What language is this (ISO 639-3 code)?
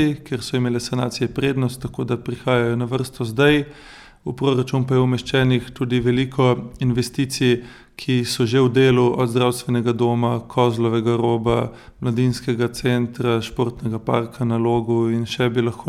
slv